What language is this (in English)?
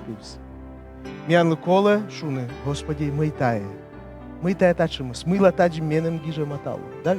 Komi